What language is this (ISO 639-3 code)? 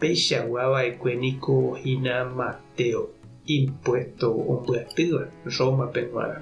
grn